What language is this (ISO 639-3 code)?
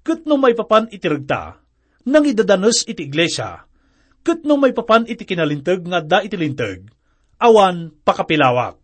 ilo